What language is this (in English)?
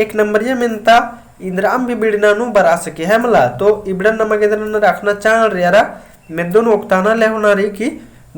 Kurukh